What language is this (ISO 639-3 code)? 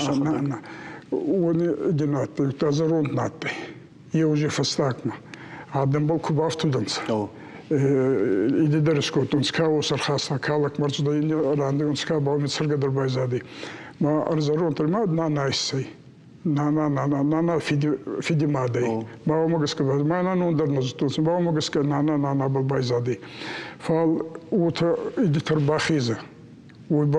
oss